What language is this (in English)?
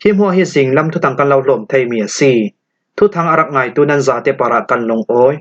Falam Chin